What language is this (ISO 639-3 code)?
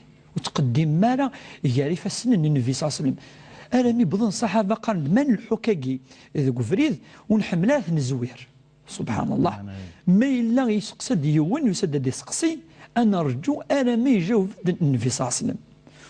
kab